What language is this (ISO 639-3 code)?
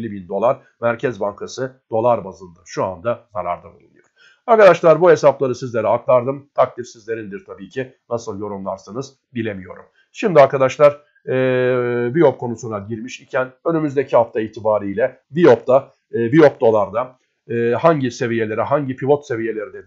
tur